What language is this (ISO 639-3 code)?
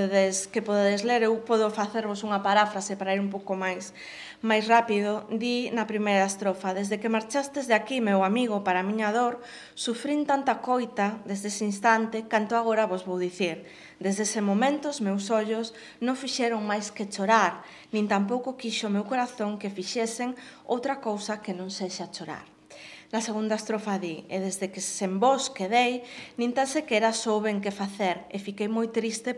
glg